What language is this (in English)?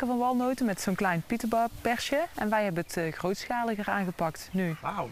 Dutch